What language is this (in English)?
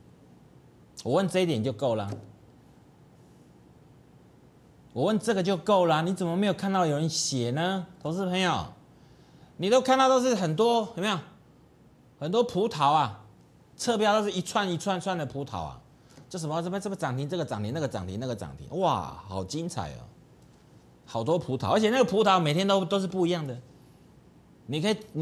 Chinese